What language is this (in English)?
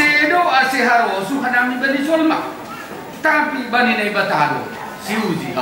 Batak Simalungun